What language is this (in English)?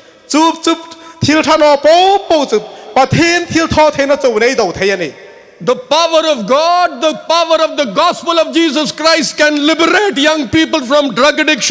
Hmar